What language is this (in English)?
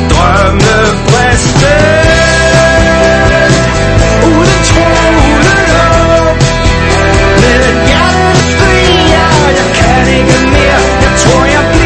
Danish